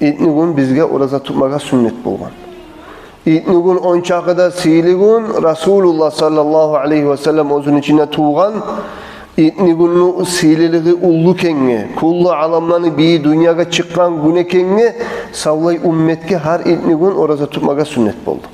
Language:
Kumyk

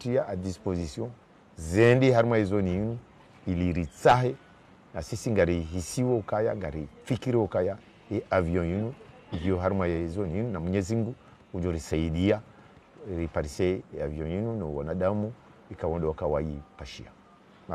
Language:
Ngazidja Comorian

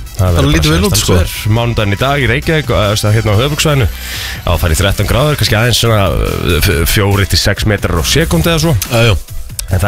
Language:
Icelandic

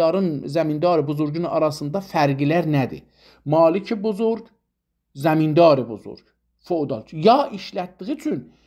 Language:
South Azerbaijani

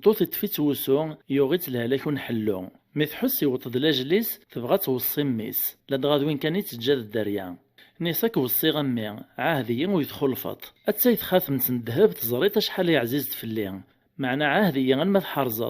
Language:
Kabyle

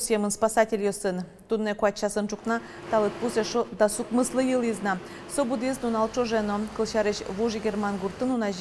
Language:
Udmurt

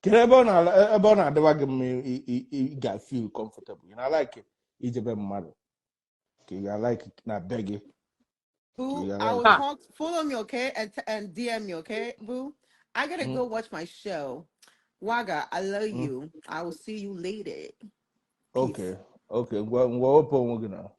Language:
Igbo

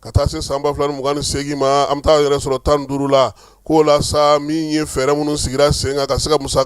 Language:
Bambara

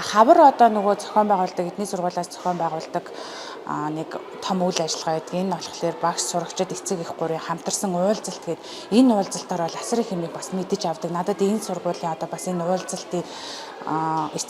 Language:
Mongolian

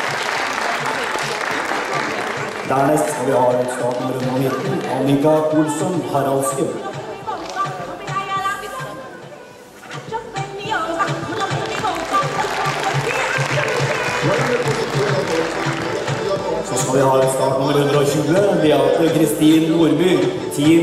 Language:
Norwegian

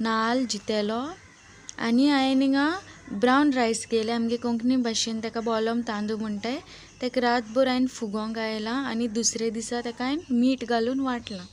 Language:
Konkani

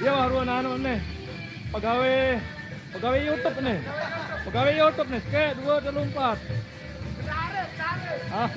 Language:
Sasak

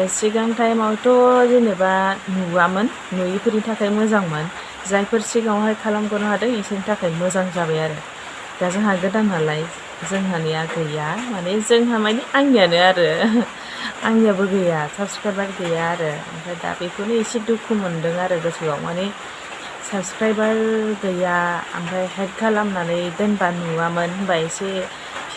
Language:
Bodo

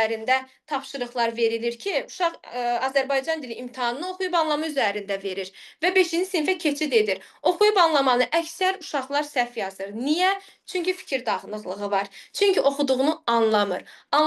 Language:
Azerbaijani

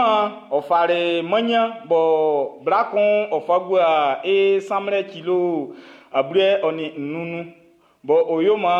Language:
Baoulé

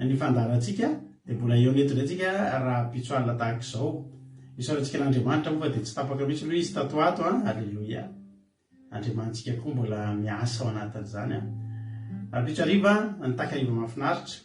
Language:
Malagasy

